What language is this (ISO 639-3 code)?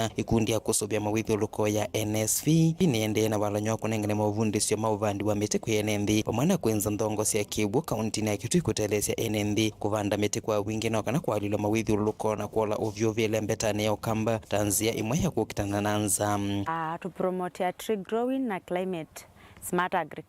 kam